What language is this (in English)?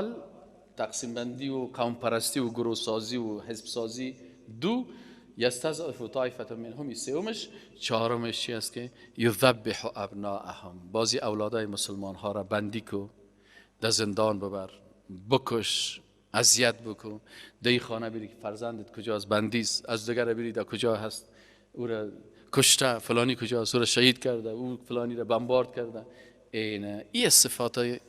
Persian